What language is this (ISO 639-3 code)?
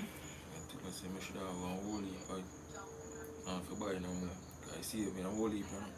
jam